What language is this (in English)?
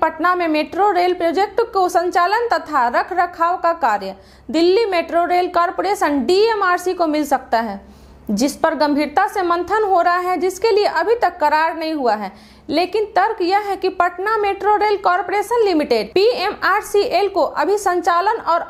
Hindi